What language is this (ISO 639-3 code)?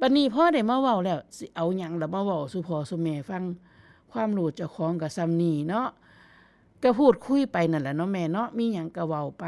tts